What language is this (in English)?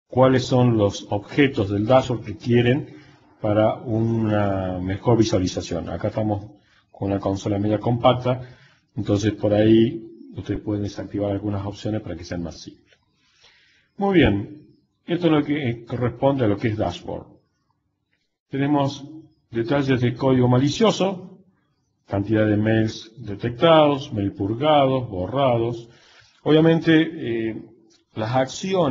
Spanish